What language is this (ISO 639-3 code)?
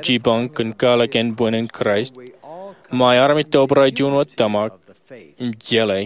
mah